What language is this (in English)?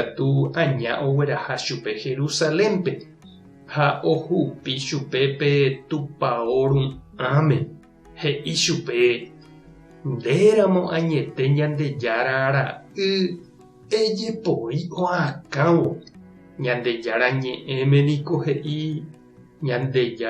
Guarani